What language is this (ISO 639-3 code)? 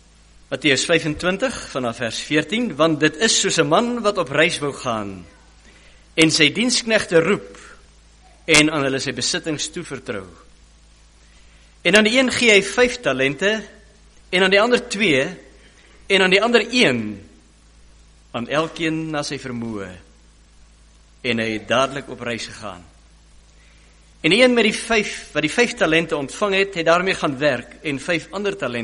afr